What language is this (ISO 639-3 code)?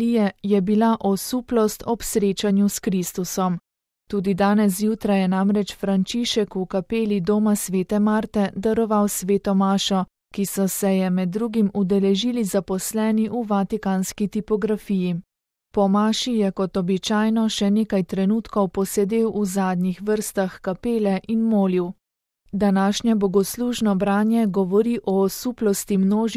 slv